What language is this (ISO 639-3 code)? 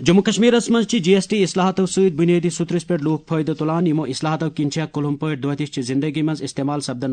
kas